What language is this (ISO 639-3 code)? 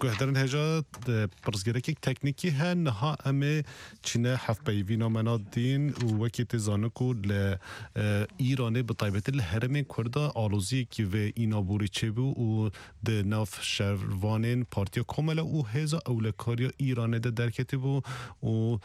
kur